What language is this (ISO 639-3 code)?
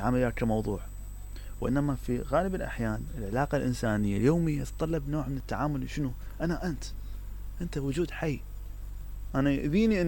acm